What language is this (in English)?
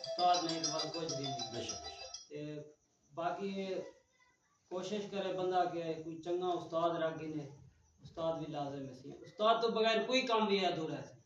Saraiki